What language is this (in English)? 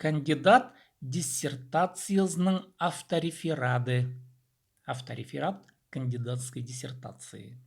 Khakas